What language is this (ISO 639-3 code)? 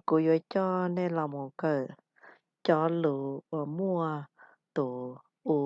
hmn